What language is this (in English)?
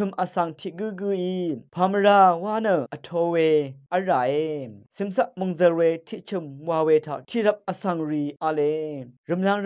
Rawang